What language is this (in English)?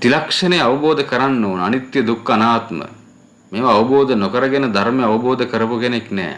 Sinhala